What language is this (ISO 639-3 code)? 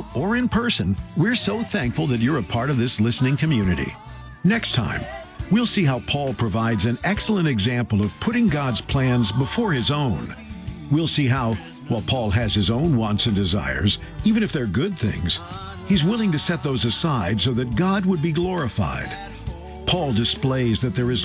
eng